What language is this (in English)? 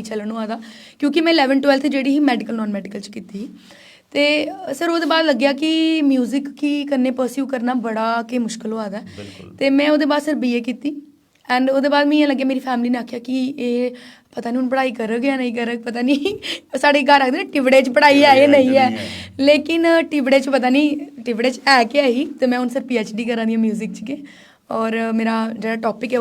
Dogri